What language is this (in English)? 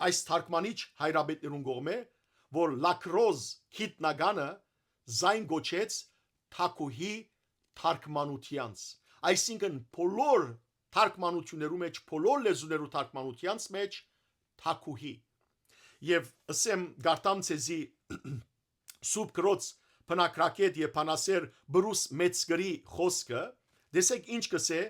Western Armenian